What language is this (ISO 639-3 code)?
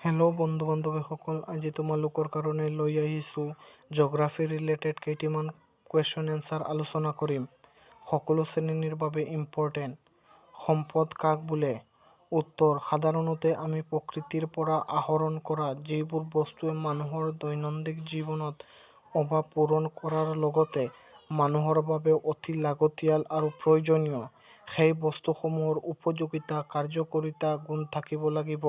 asm